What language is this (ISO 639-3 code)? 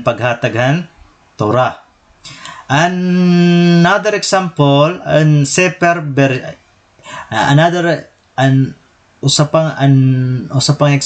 war